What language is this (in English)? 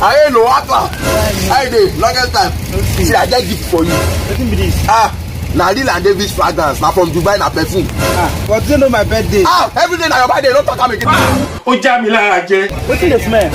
Nigerian Pidgin